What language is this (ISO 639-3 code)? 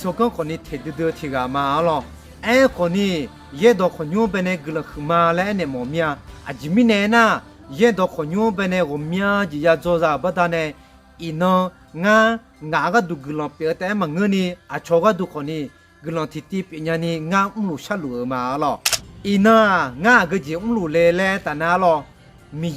ahk